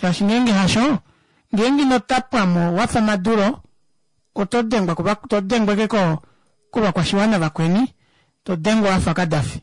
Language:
Kuanyama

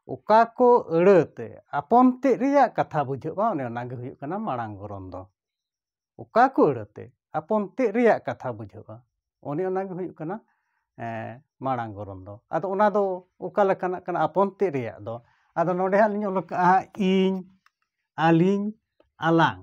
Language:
Santali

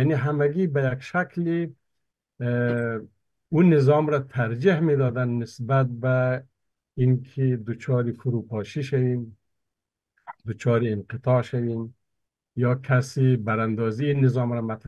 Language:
Persian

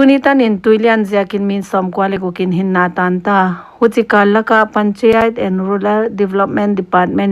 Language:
Paite Chin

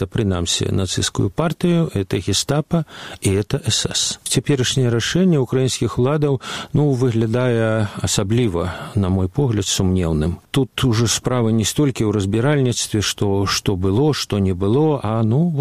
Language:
Belarusian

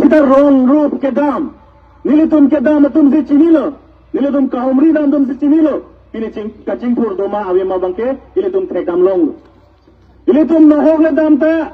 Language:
Karbi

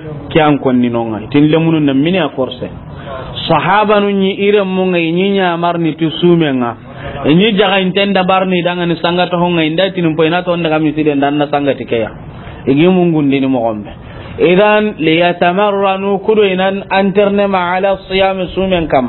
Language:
Soninke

